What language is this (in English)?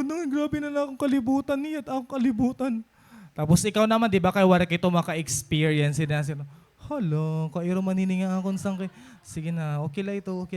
Waray